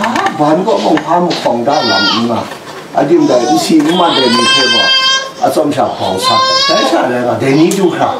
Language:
Kachin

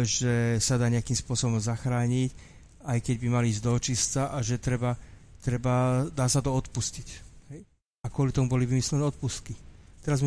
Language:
Slovak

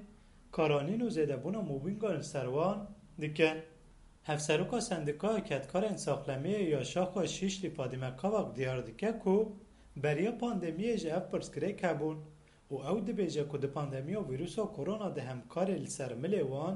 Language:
Kurdish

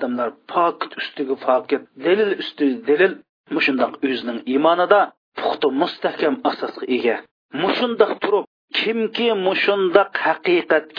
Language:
Uyghur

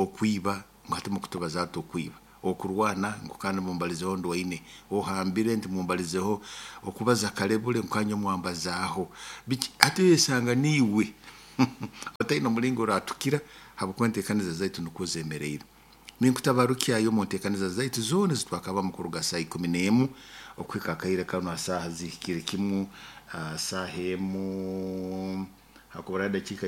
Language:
Nyoro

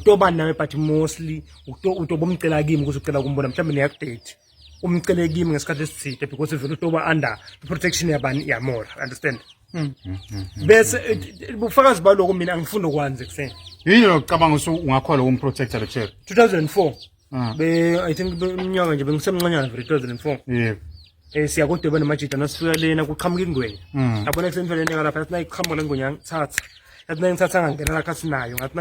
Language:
Zulu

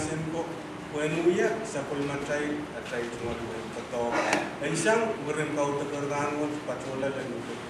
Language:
Pohnpeian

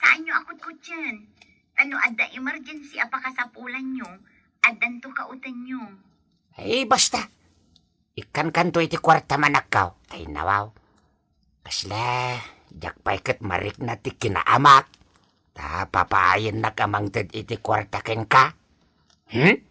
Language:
Iloko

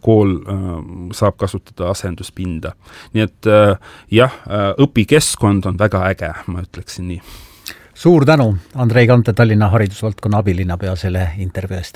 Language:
Estonian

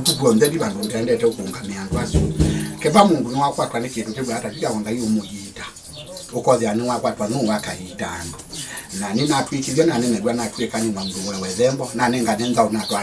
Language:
Kamba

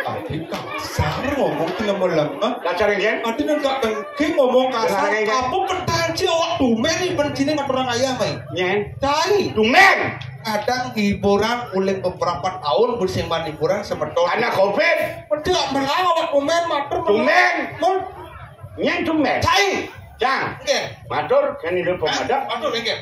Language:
Balinese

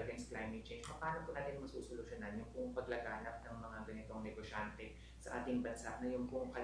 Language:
Filipino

